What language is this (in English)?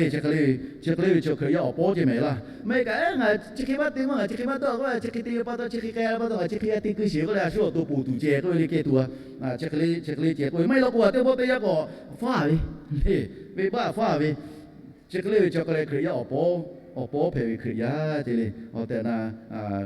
Lahu